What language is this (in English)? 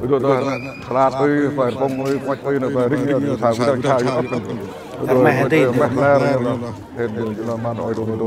Central Mnong